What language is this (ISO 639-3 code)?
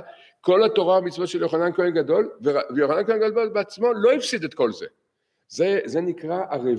heb